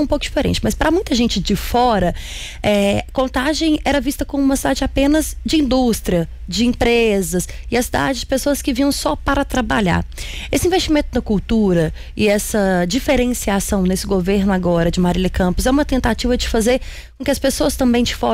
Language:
Portuguese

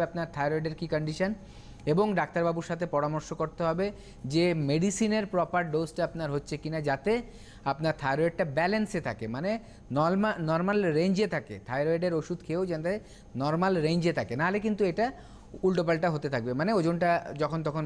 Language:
Bangla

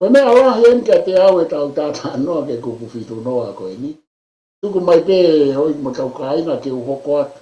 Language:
Tongan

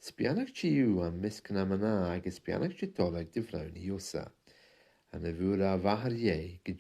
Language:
Scottish Gaelic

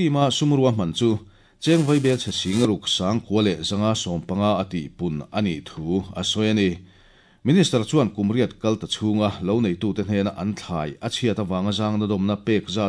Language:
Mizo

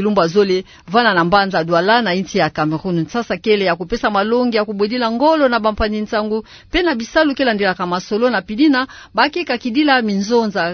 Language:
Kituba (Democratic Republic of Congo)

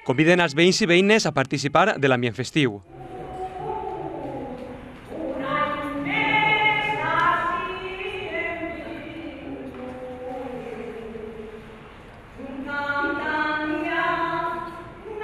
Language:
Catalan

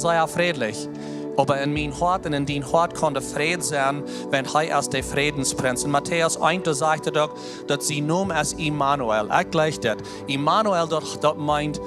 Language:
Plautdietsch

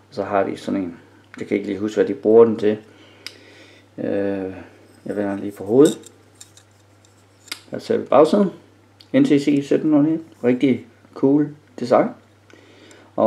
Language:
Danish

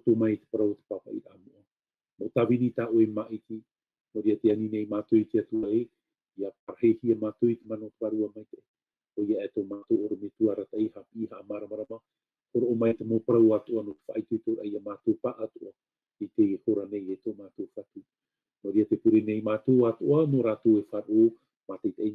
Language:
Tahitian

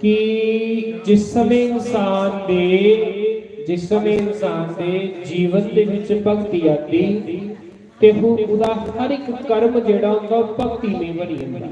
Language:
Dogri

